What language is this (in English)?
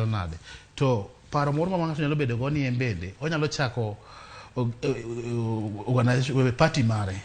Luo (Kenya and Tanzania)